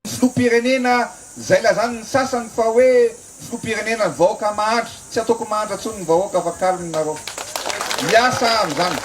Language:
Malagasy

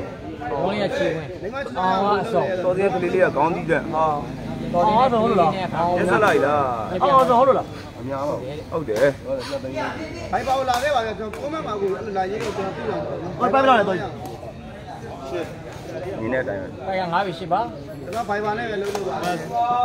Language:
Burmese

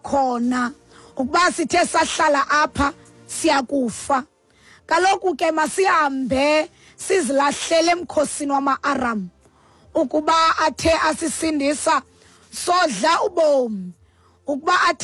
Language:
Xhosa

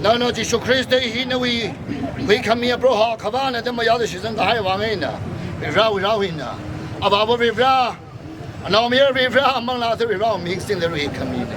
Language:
Tangkhul Naga (India)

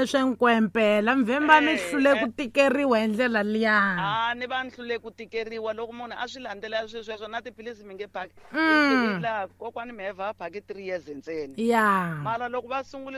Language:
Tsonga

